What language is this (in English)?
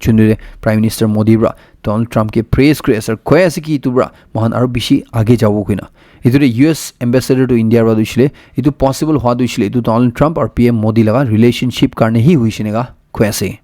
Naga Pidgin